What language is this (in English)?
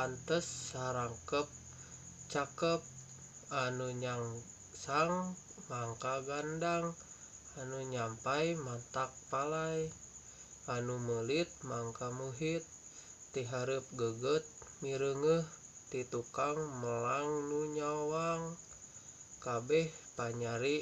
Sundanese